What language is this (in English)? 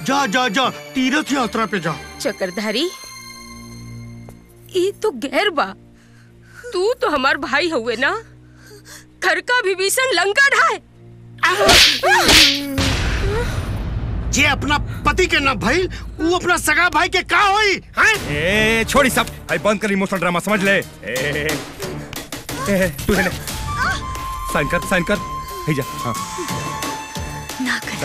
Bhojpuri